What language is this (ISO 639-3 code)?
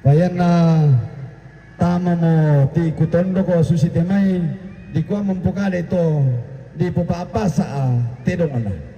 sda